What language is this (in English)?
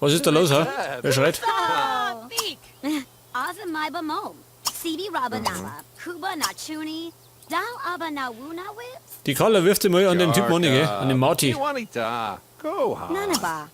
Bavarian